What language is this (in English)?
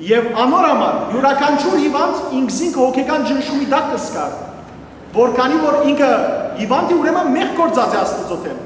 Western Armenian